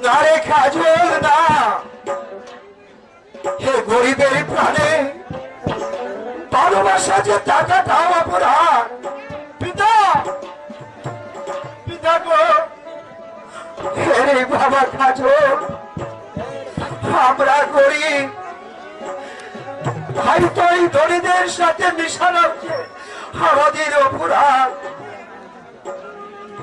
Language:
Bangla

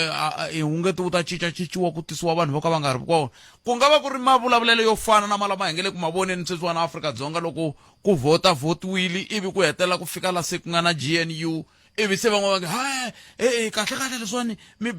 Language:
Tsonga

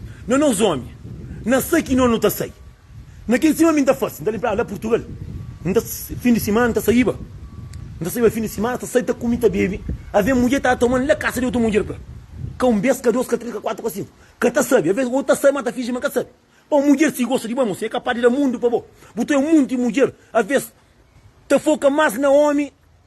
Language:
Kabuverdianu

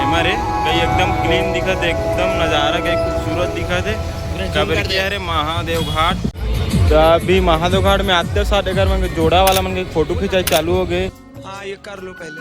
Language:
Chhattisgarhi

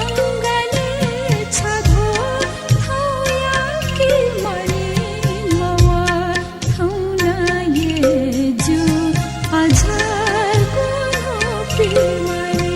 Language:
Newari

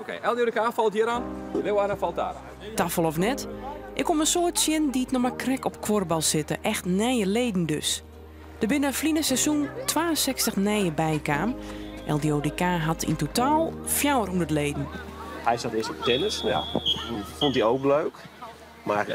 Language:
Western Frisian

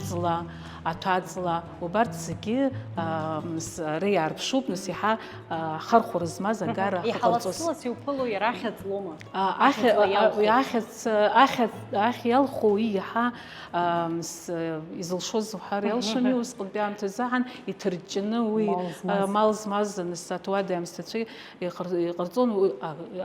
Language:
Abkhazian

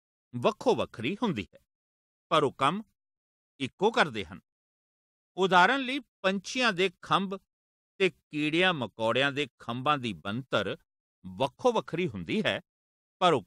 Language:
Punjabi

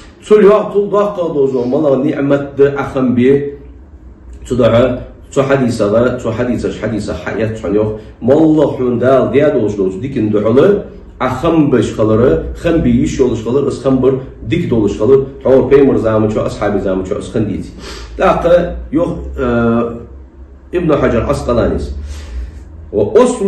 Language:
Ingush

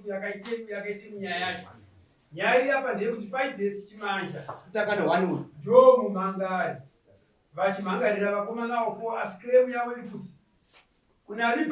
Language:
Shona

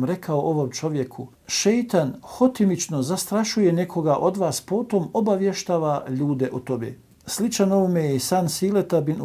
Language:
Bosnian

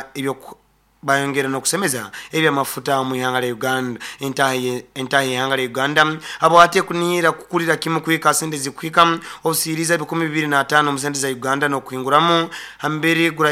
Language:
Nyoro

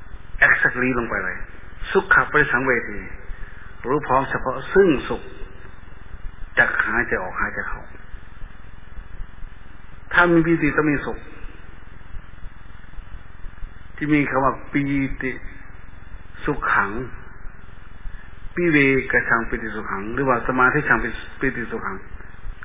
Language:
Thai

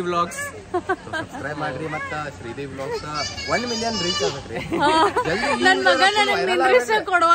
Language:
Kannada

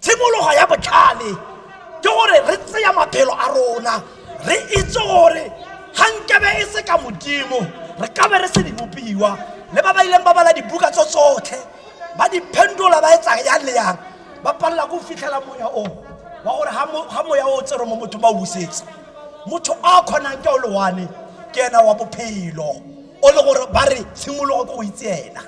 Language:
Tswana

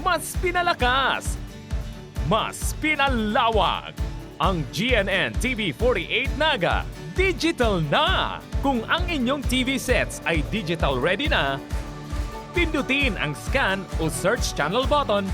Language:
Bikol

